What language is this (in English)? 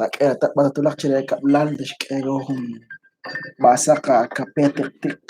Kekchí